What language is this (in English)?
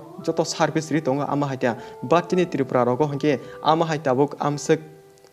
Kok Borok